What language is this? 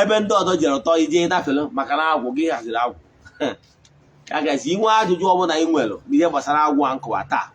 Igbo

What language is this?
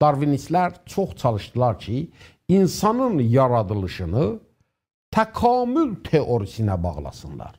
South Azerbaijani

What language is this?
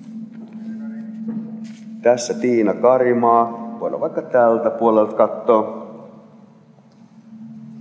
Finnish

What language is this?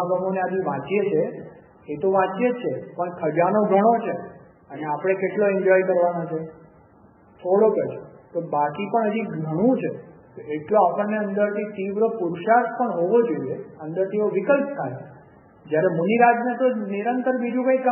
Gujarati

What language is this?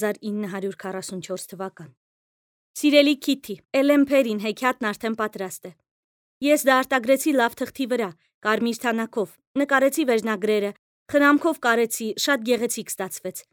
Armenian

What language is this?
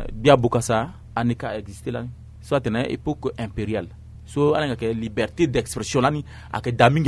Sango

